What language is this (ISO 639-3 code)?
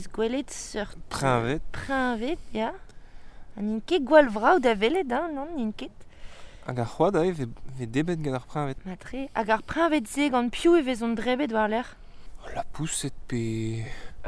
bre